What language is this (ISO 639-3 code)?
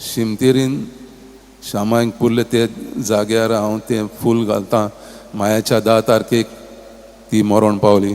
kok